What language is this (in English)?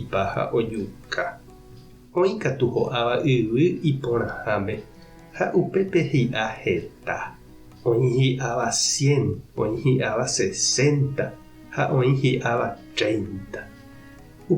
Guarani